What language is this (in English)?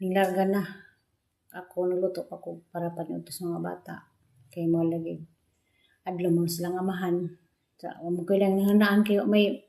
Cebuano